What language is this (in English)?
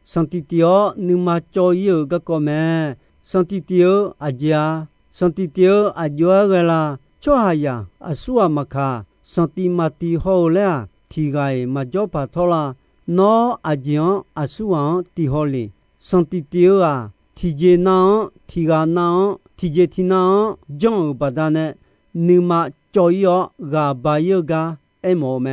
Akha